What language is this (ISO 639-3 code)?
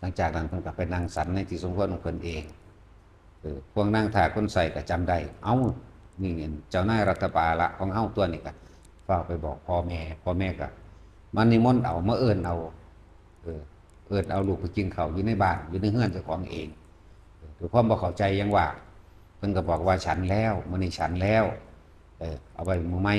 tts